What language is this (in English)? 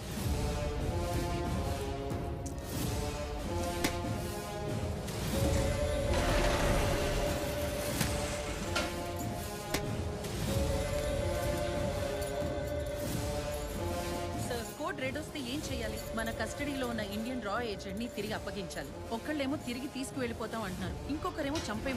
Telugu